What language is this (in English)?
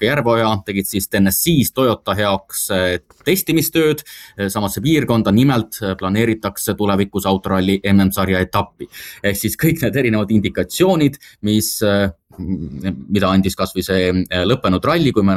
Estonian